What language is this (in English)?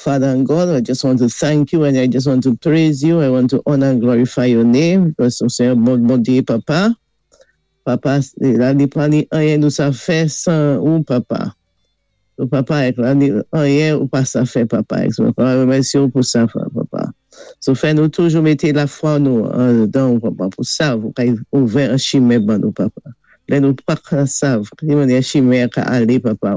Saint Lucian Creole French